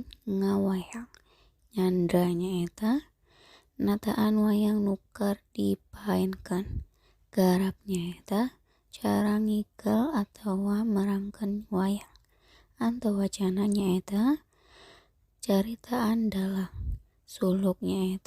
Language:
Sundanese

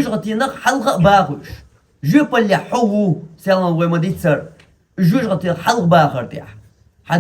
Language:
Chechen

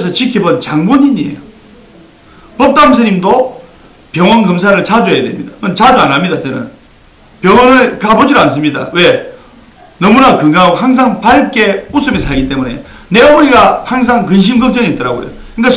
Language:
Korean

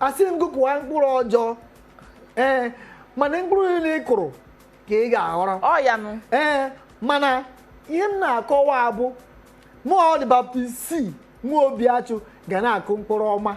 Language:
Igbo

